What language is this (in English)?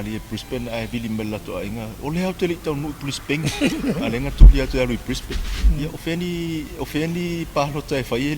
Samoan